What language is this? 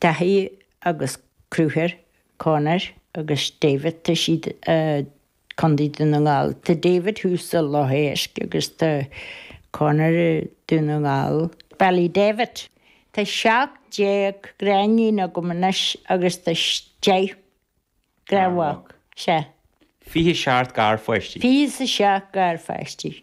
Irish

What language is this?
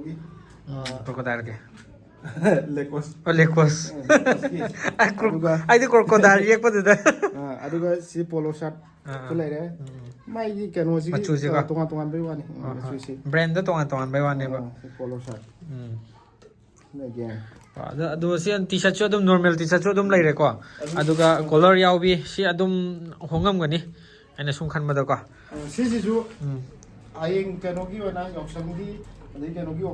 Manipuri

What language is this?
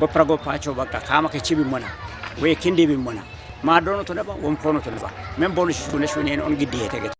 Kafa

